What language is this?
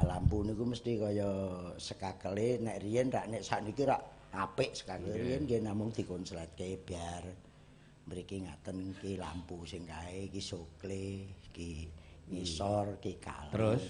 Javanese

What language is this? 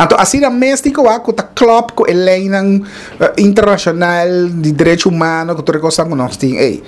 Papiamento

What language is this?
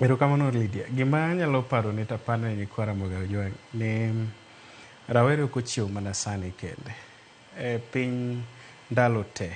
Luo (Kenya and Tanzania)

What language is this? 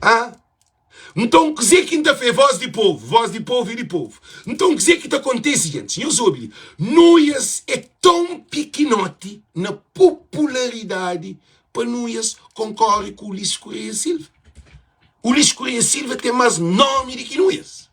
Kabuverdianu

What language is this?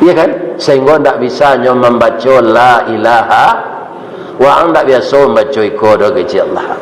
Minangkabau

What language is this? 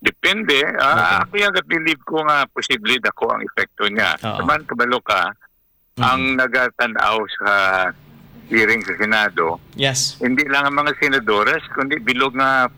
Hiligaynon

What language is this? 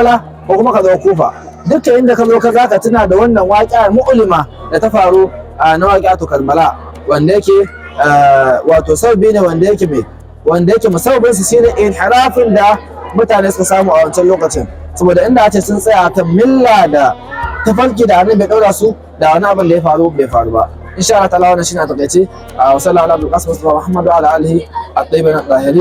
Hausa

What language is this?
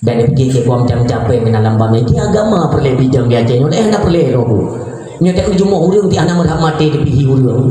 Achinese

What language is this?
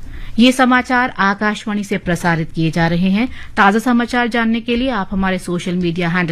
Hindi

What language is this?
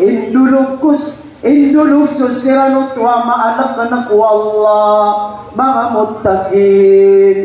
Maranao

